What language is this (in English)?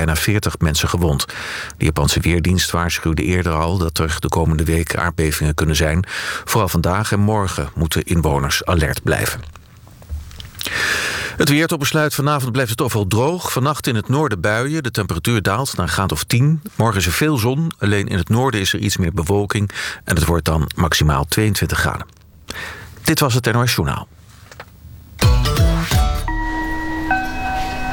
Dutch